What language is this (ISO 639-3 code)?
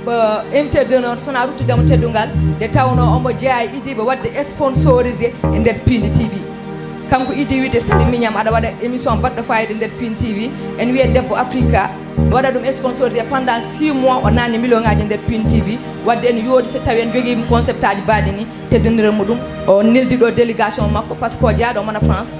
ful